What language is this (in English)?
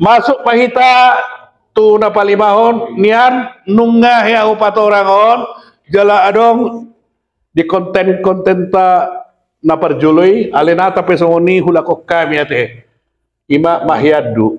Batak Toba